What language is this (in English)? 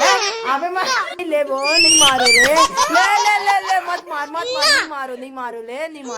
Chhattisgarhi